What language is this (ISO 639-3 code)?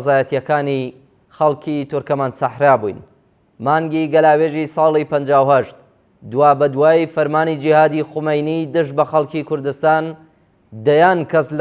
ckb